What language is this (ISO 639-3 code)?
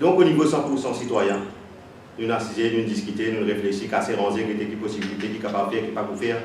mfe